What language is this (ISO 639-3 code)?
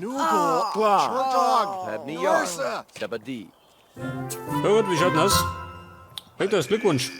bar